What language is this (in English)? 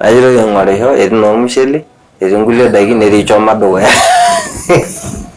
Masai